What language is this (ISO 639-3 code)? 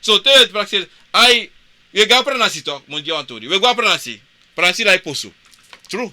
srn